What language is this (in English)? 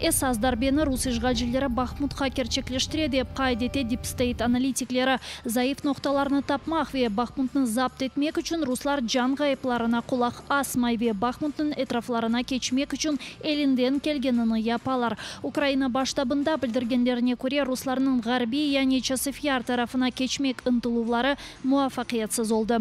Crimean Tatar